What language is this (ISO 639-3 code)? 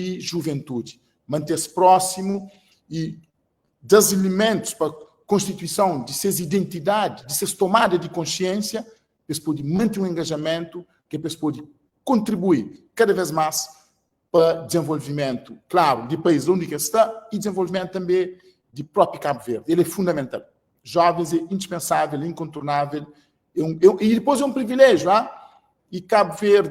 kea